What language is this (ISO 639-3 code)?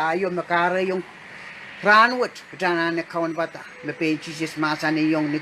pon